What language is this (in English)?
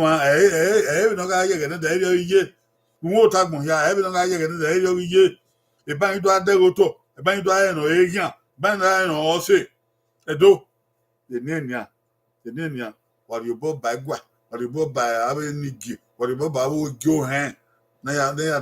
Bini